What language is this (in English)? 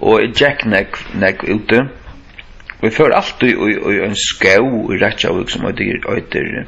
Faroese